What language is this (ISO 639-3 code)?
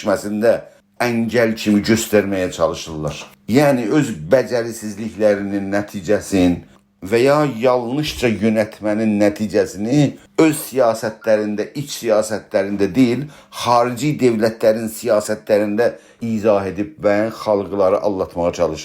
azb